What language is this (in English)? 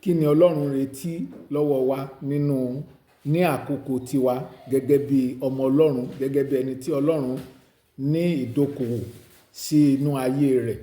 Yoruba